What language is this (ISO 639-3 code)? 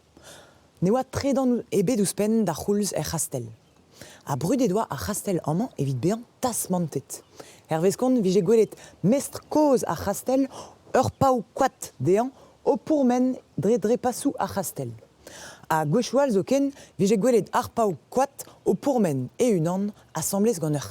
bre